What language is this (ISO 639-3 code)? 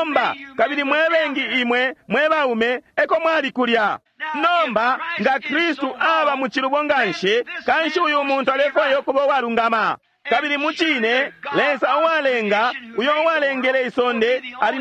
bem